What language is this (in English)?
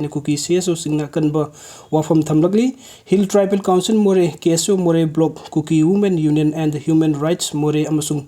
Manipuri